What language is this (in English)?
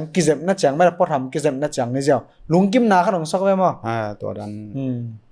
Tedim Chin